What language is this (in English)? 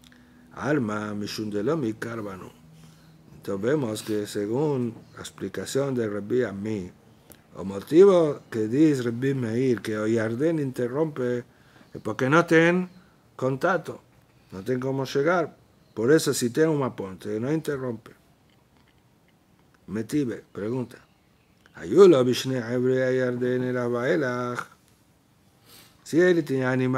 Spanish